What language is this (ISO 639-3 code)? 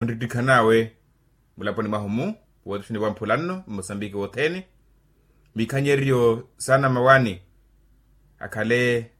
vmw